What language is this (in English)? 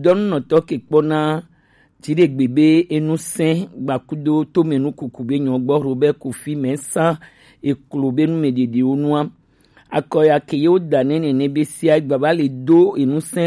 Gen